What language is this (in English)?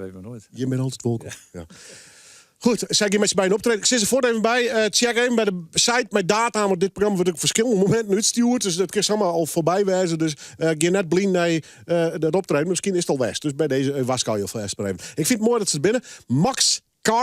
Western Frisian